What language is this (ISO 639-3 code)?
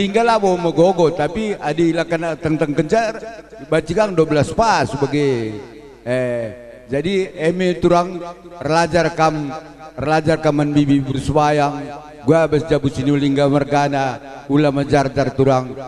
btx